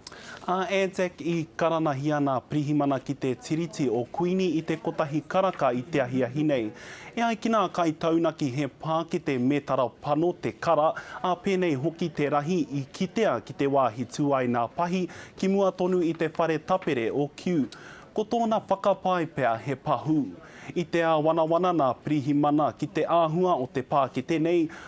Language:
Māori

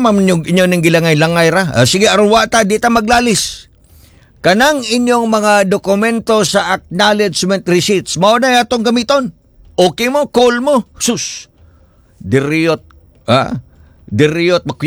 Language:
Cebuano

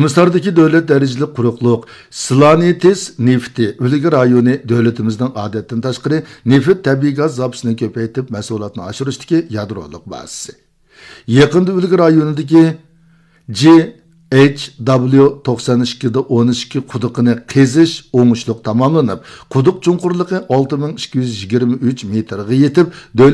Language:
Uyghur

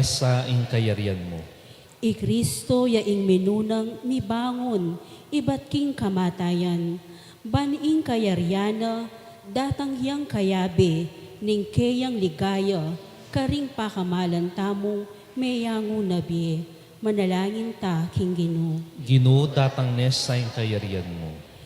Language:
Pampanga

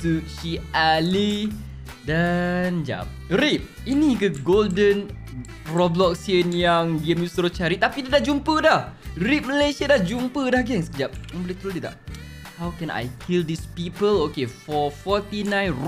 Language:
Malay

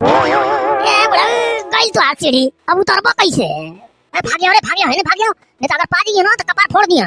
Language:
Bhojpuri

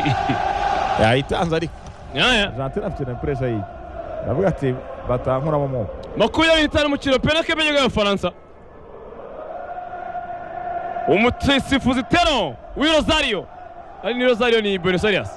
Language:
Kinyarwanda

